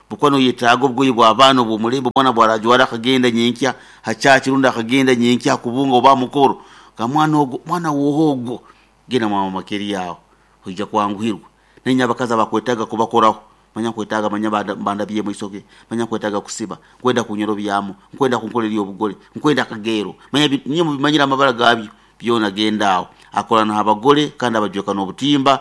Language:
Nyoro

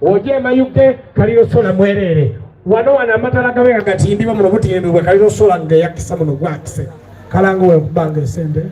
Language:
Soga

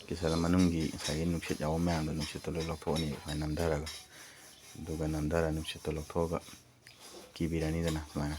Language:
Manipuri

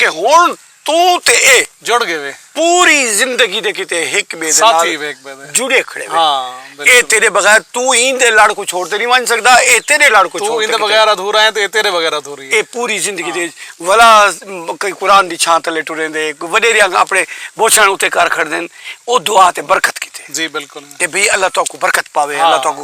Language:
Saraiki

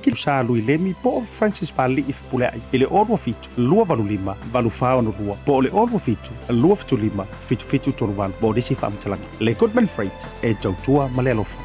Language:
Samoan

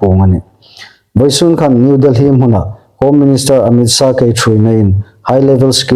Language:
Hmar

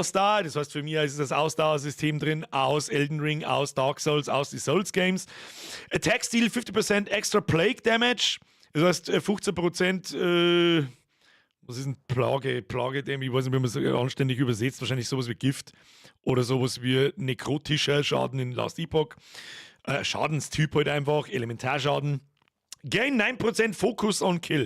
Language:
Bavarian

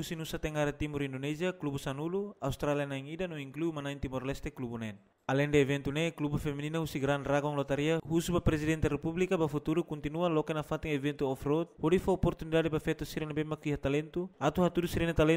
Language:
Tetum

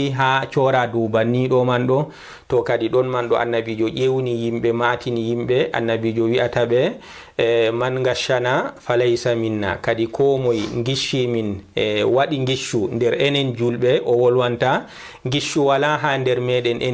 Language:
Fula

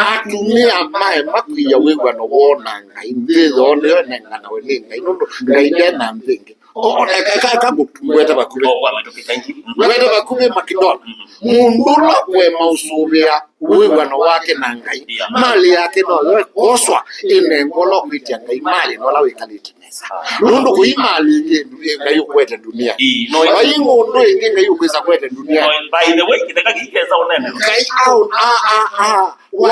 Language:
Kamba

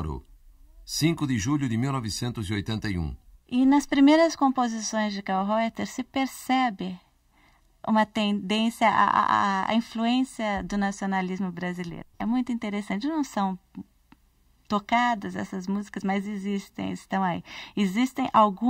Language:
Portuguese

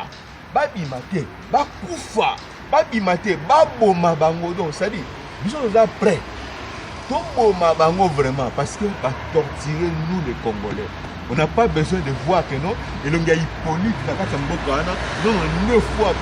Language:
Lingala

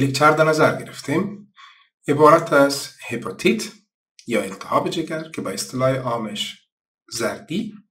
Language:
Persian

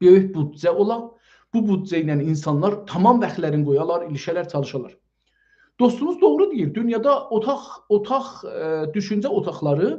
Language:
South Azerbaijani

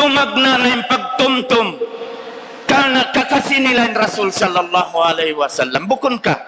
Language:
Tausug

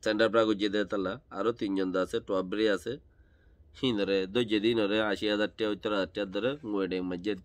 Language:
Rohingya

